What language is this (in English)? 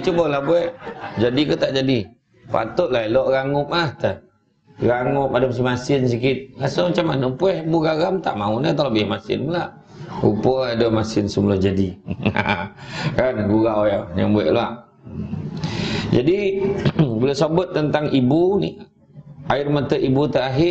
Malay